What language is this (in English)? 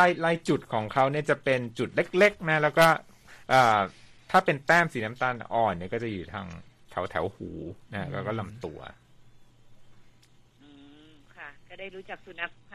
Thai